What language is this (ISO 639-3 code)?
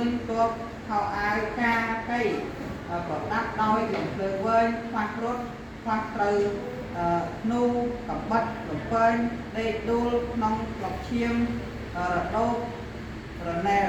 khm